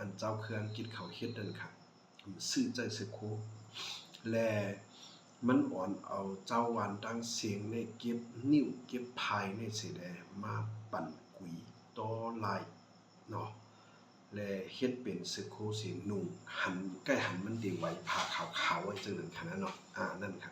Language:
Shan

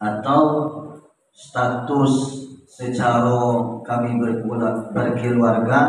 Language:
Minangkabau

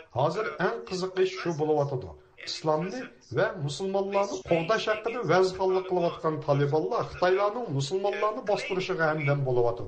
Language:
Uyghur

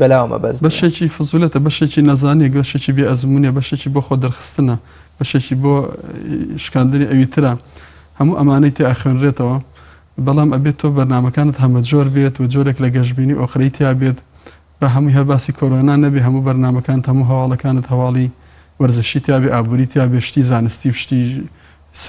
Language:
Central Kurdish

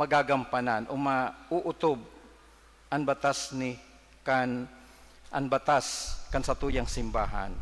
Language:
Bikol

